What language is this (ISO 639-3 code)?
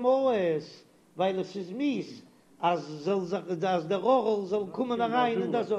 yid